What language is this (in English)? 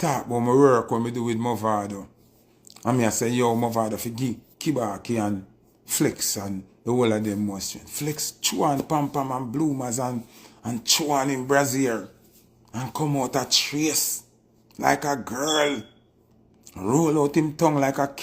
Jamaican Creole English